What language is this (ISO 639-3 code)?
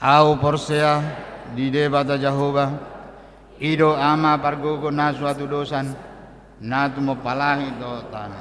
bbc